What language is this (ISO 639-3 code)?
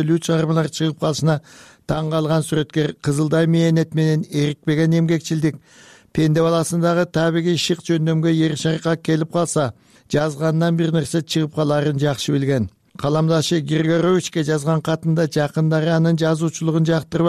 kir